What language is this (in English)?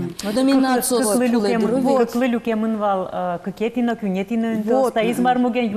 Udmurt